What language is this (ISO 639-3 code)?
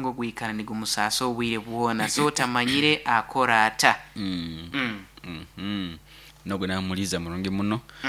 nyo